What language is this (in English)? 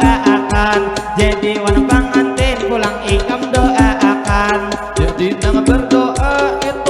Banjar